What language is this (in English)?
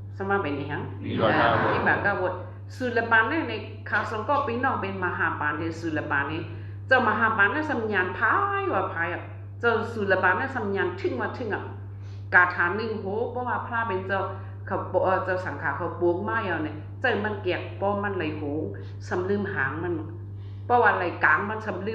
Shan